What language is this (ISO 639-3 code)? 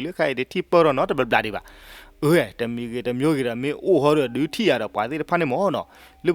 ksw